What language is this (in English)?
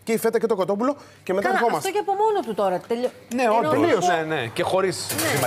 Greek